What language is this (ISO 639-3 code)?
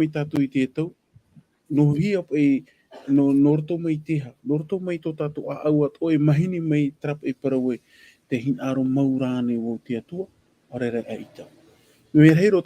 tah